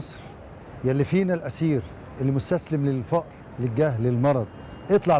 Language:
Egyptian Arabic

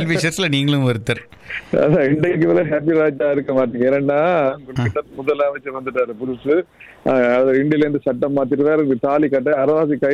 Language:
Tamil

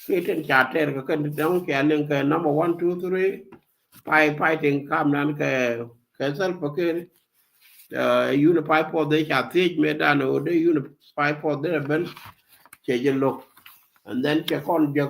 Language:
Nuer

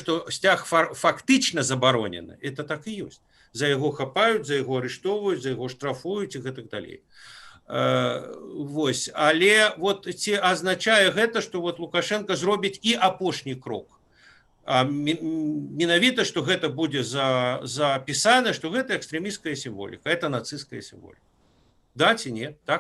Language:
Belarusian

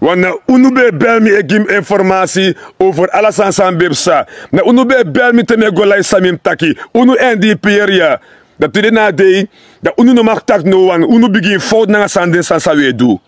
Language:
Sranan Tongo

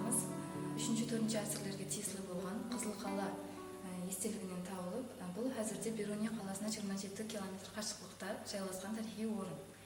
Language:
Kara-Kalpak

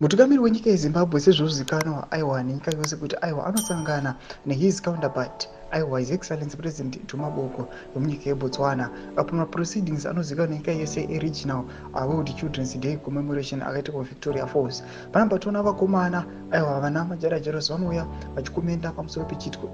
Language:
Shona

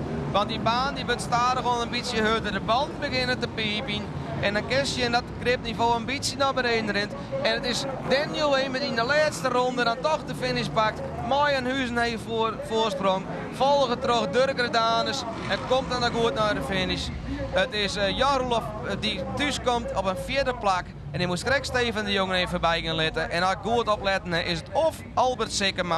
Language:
Western Frisian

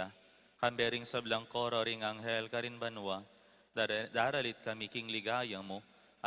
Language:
Pampanga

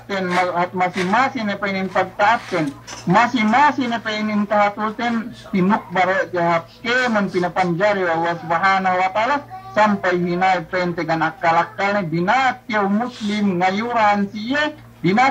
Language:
Yakan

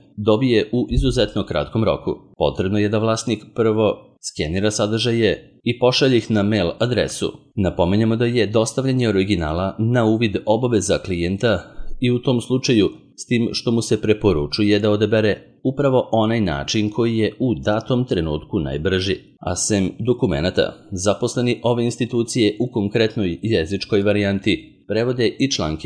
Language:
Serbian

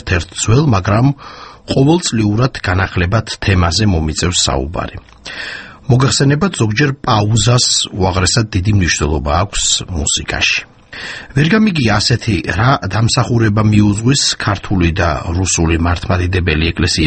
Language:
Georgian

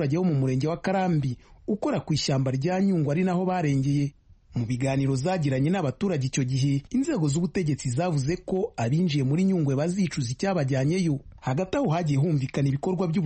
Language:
Kinyarwanda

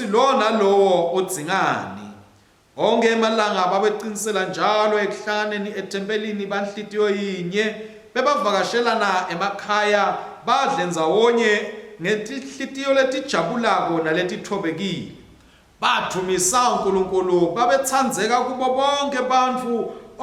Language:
Swati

